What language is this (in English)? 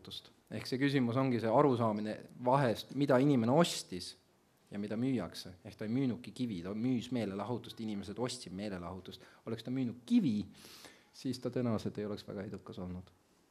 Estonian